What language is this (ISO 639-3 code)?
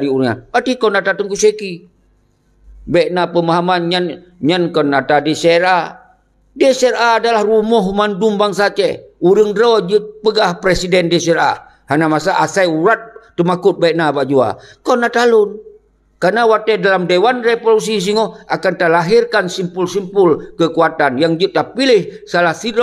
ace